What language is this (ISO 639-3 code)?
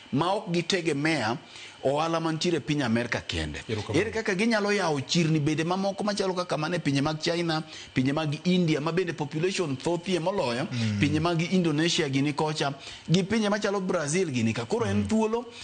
luo